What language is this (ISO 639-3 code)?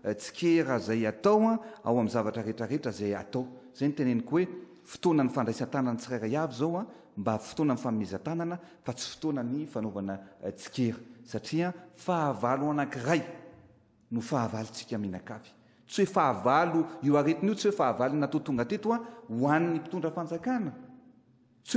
mlg